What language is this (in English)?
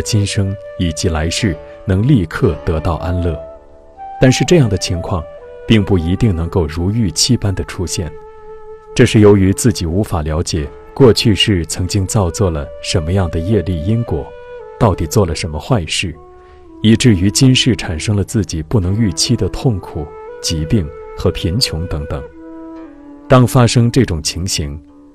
Chinese